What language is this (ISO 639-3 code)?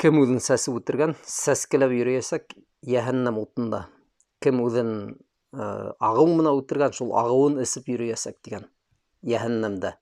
bak